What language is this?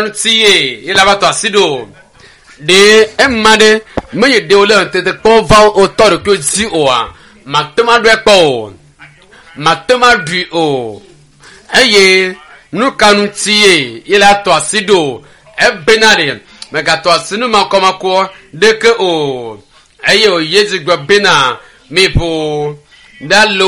Ewe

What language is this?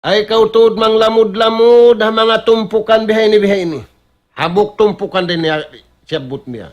Tausug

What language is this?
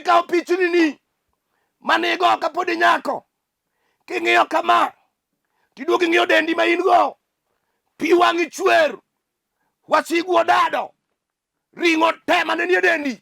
Luo (Kenya and Tanzania)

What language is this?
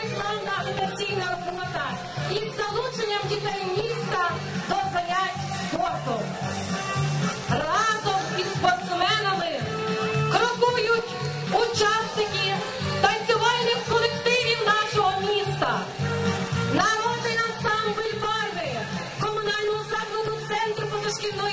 Ukrainian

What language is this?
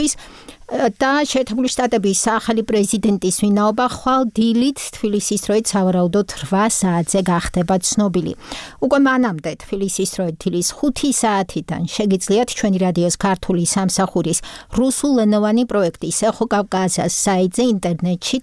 Georgian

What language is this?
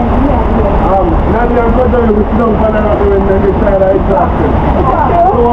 Jamaican Creole English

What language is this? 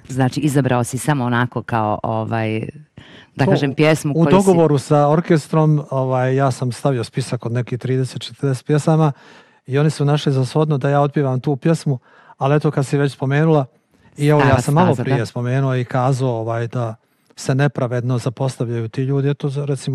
Bosnian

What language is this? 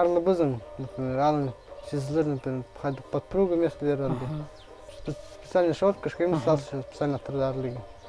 Khakas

